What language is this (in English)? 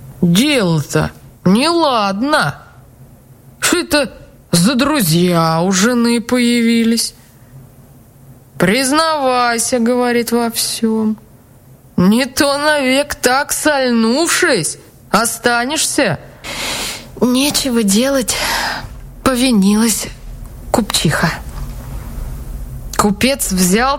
Russian